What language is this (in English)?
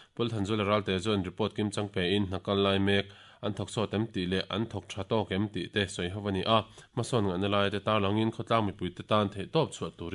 Mizo